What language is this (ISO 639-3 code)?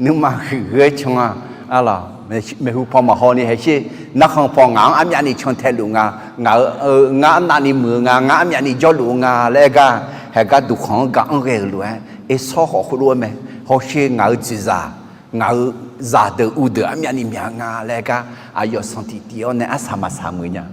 ahk